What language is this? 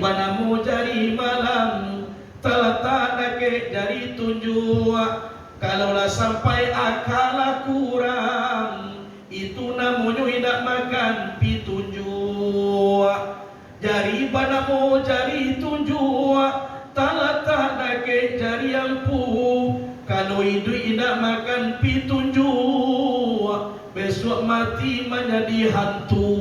Minangkabau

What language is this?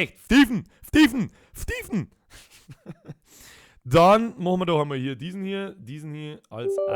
Bavarian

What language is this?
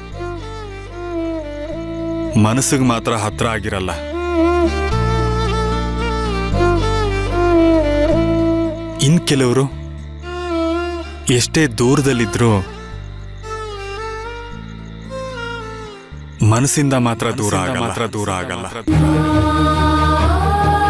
Kannada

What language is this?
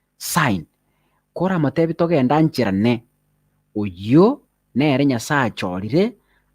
Gusii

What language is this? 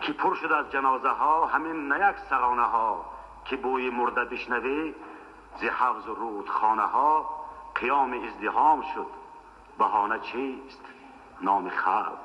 Tajik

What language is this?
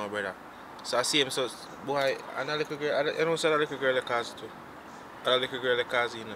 Jamaican Creole English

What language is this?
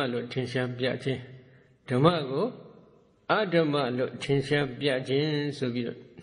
Burmese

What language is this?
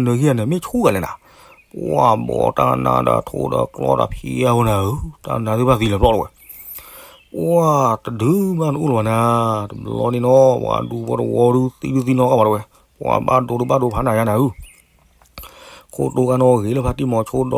S'gaw Karen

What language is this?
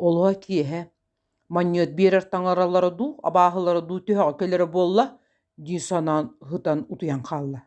Yakut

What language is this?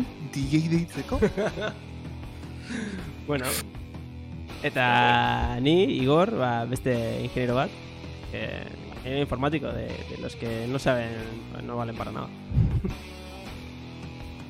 Basque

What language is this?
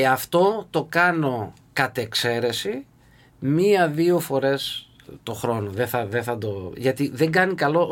Greek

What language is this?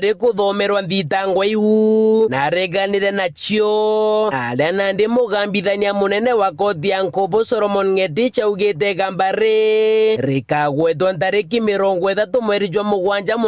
Meru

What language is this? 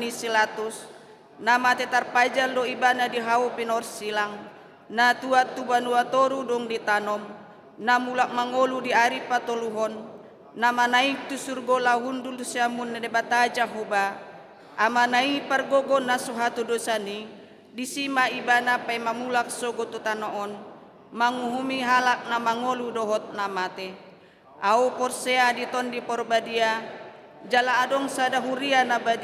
Batak Toba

